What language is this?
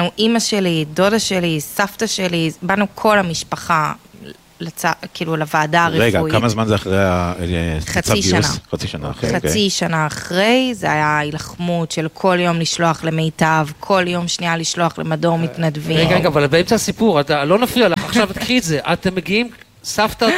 Hebrew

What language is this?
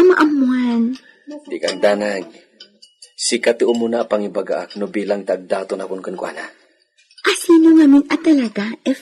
Iloko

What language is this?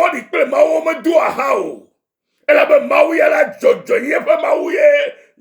Ewe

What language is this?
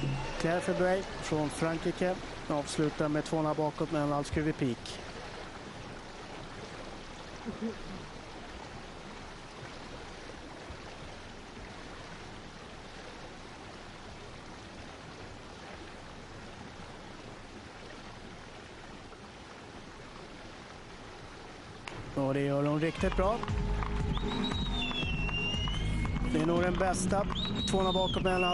Swedish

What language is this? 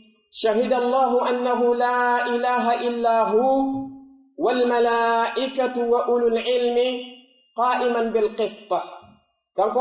Pular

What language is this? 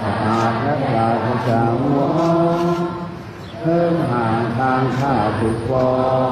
Lao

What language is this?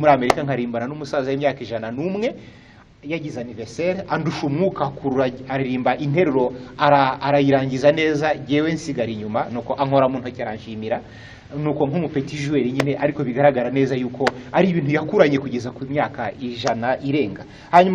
Kinyarwanda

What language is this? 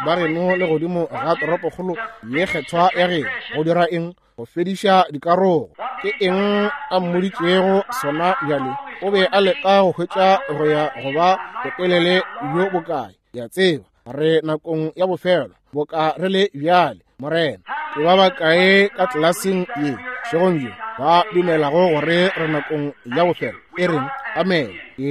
Northern Sotho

